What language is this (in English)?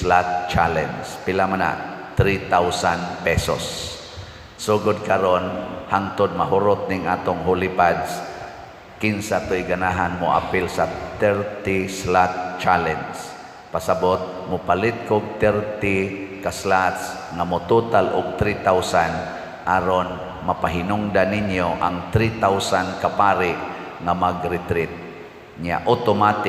Cebuano